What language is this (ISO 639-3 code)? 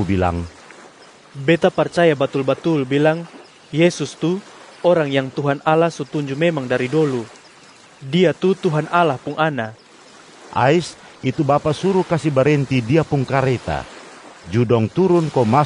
mkn